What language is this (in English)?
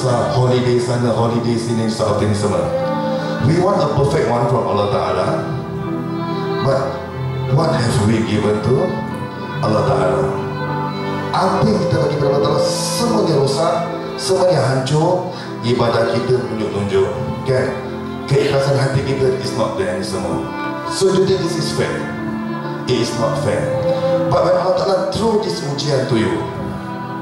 Malay